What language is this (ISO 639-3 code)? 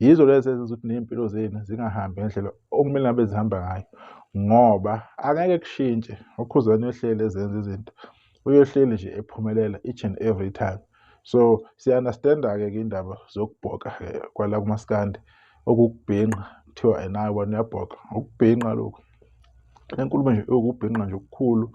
zul